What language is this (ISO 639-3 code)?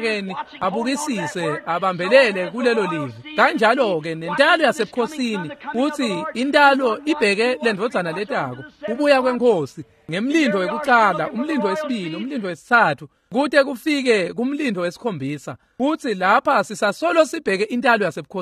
ssw